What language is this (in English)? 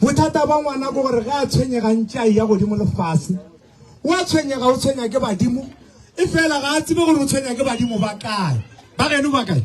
Northern Sotho